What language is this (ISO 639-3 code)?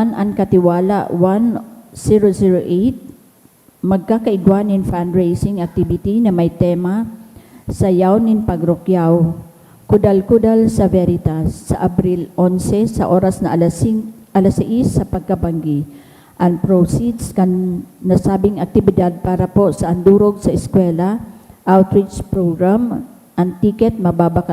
bik